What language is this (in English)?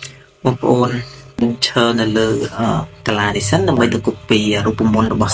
Khmer